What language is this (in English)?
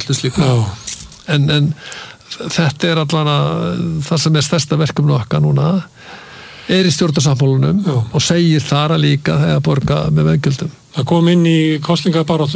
Icelandic